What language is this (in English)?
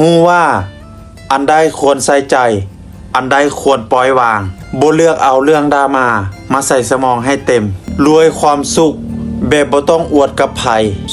Lao